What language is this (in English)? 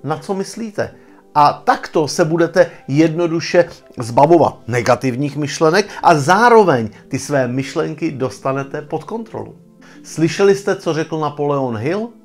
Czech